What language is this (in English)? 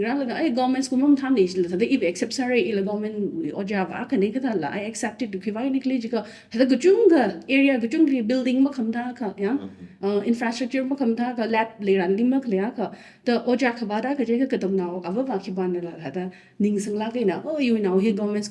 Tangkhul Naga (India)